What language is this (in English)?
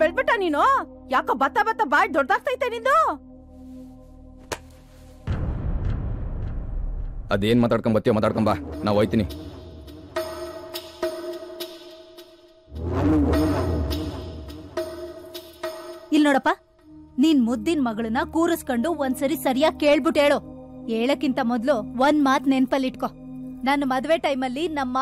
Kannada